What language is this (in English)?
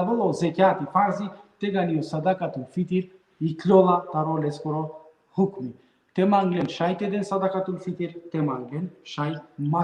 Balkan Romani